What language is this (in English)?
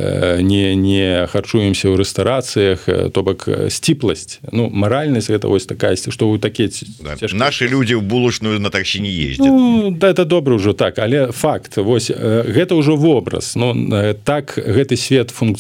Belarusian